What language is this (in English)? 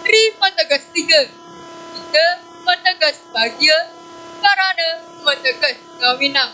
Balinese